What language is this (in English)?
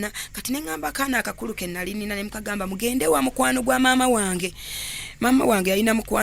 Ganda